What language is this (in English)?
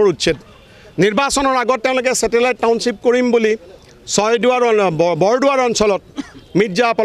Assamese